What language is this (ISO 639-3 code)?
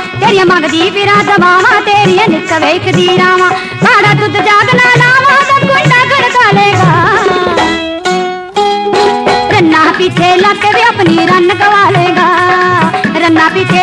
pan